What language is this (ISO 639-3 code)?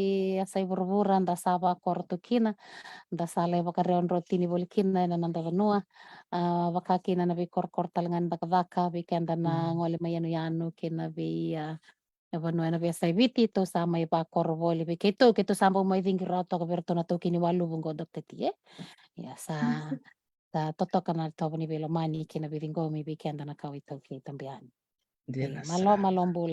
fij